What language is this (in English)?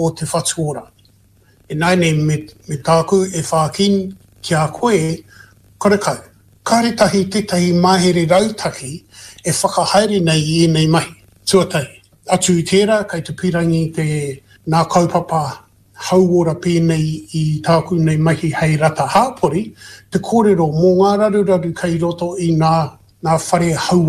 Māori